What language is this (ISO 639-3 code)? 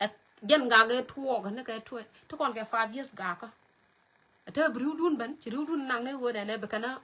nus